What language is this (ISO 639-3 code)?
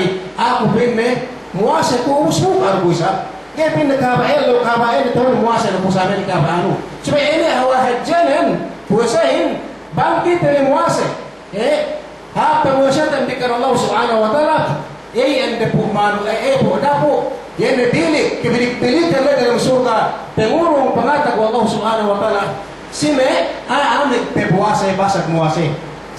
yka